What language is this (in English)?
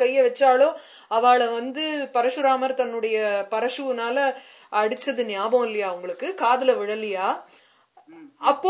Tamil